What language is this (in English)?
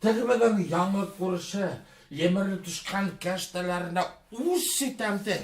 Bashkir